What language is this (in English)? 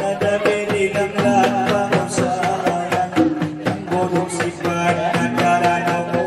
Batak Angkola